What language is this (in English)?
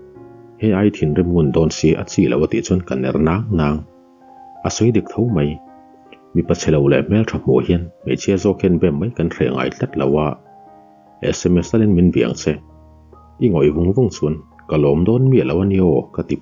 Mizo